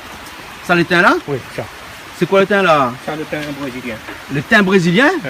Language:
Réunion Creole French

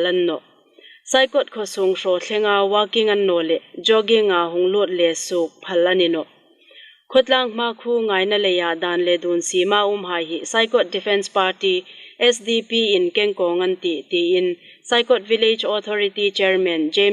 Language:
Hmar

